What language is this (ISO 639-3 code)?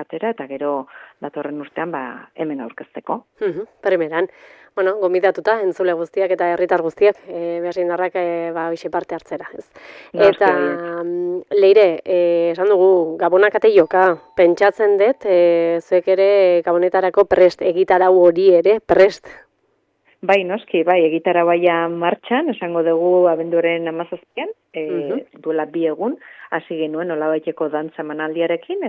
eus